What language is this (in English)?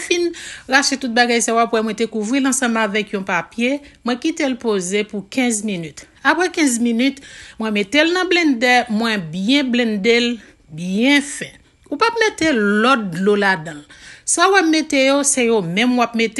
Haitian Creole